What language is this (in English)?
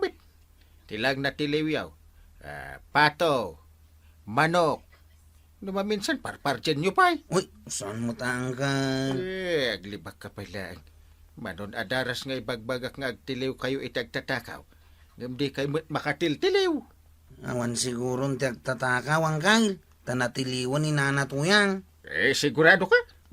Iloko